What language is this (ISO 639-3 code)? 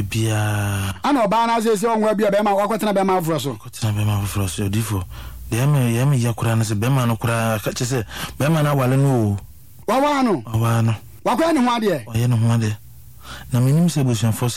aka